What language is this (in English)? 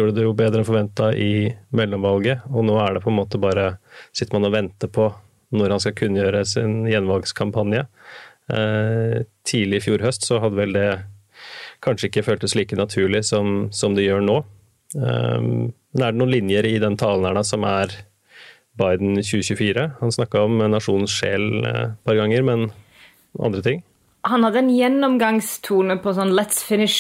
Norwegian